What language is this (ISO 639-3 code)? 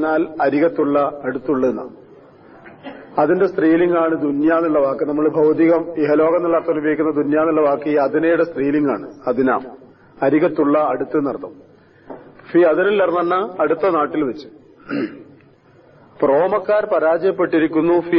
mal